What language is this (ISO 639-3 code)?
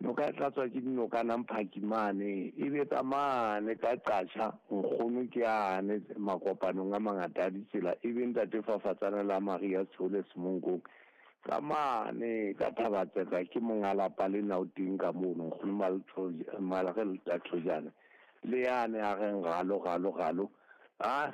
sot